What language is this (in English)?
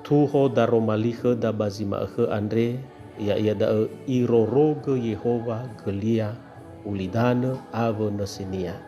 Nias